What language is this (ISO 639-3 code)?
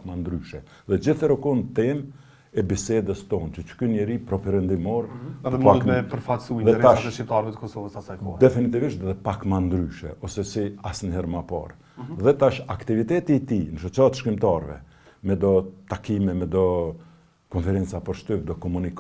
sqi